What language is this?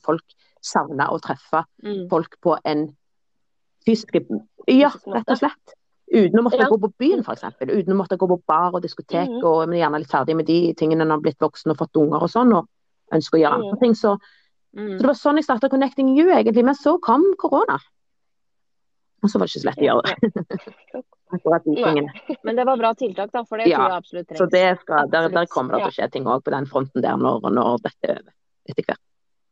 Norwegian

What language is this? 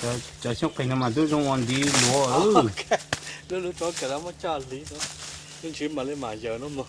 Hmong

